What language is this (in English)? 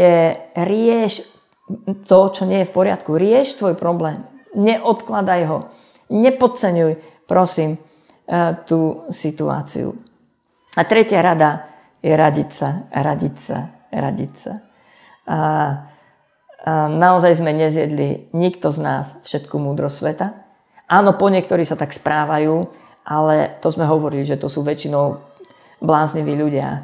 Slovak